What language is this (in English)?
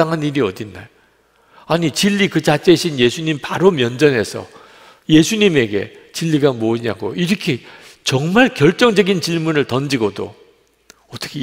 Korean